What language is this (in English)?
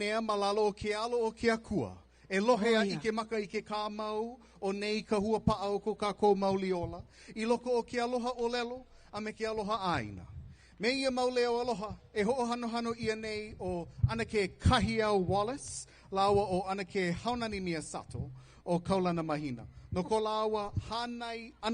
Hawaiian